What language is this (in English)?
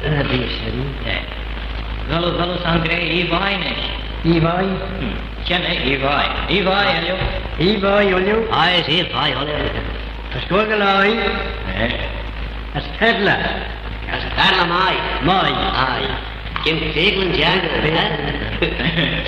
Manx